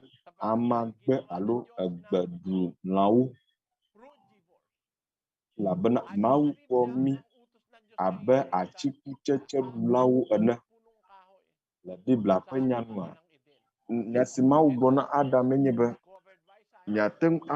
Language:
Ewe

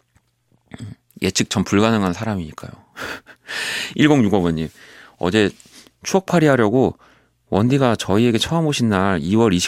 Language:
Korean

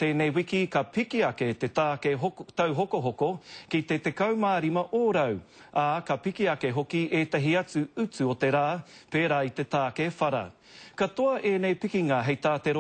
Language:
Māori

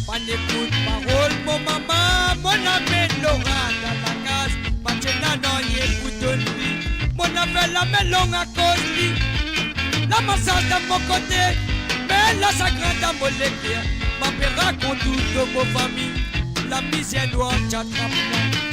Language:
Morisyen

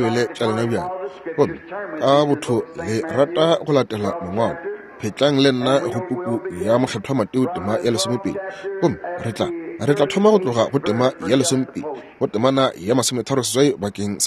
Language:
Northern Sotho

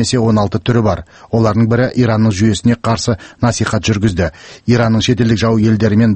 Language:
Kazakh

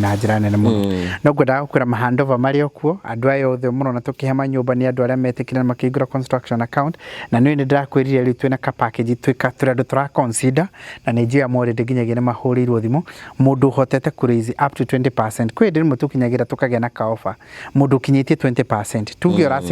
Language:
Kikuyu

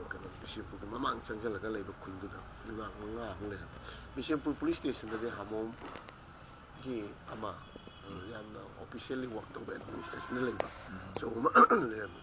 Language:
Manipuri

